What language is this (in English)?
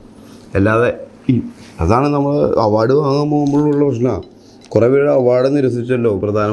Malayalam